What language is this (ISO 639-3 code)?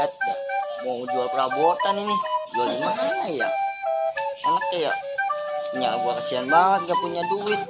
bew